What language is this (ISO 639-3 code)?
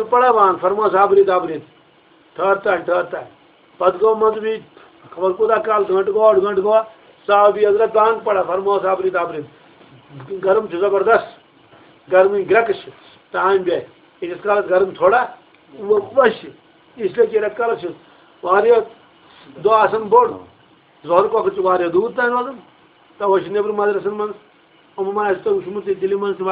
kas